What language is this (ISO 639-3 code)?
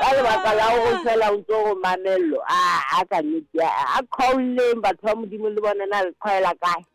sot